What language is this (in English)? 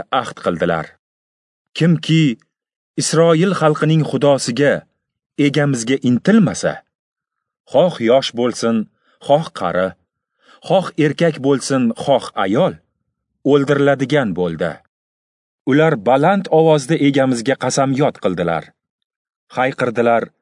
Uzbek